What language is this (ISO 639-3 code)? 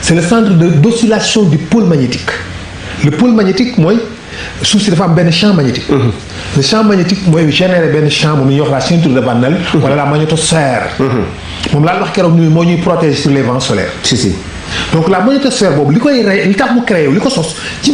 wol